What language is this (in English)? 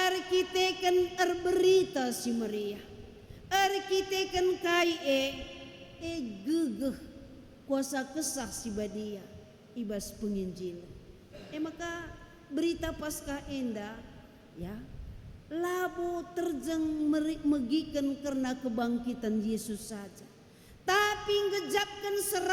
Batak Karo